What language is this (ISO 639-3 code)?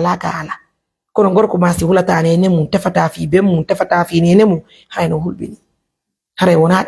ful